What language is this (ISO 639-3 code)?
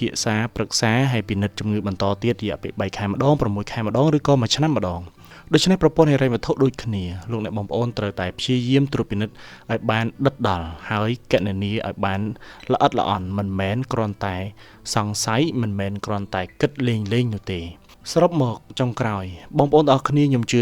khm